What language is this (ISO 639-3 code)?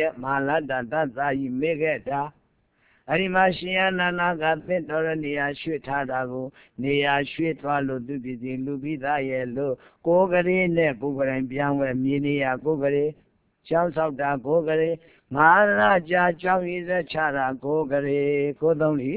mya